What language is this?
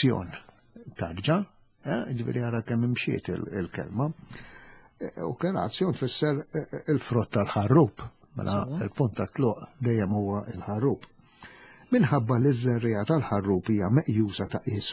Maltese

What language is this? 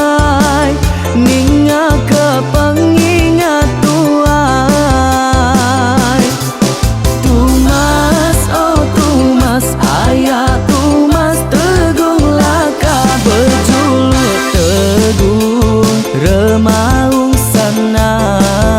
Iban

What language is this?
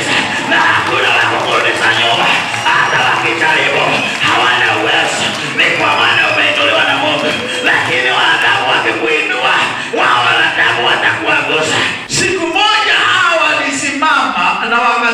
Swahili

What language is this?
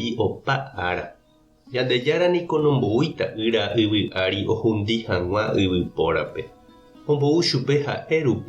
Guarani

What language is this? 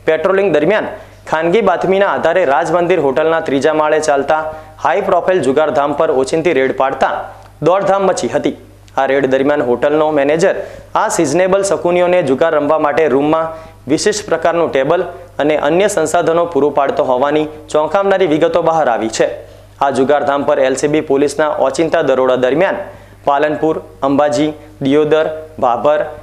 Gujarati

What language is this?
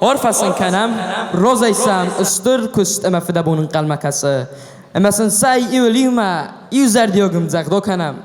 Ossetic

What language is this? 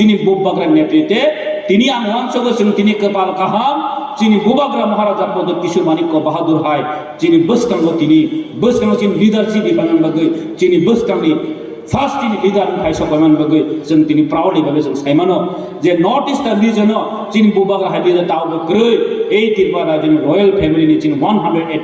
Kok Borok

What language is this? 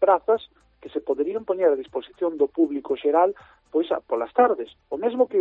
Galician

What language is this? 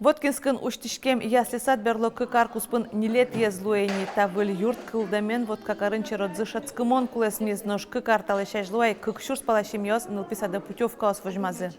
Udmurt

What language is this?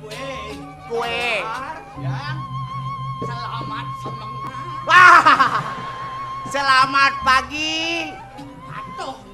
Balinese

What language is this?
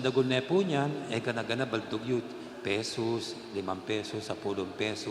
Pampanga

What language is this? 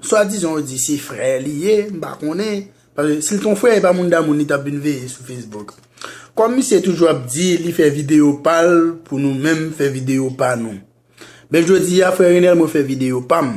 Haitian Creole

